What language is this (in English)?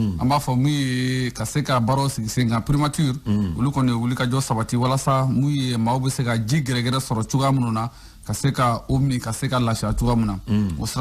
Bambara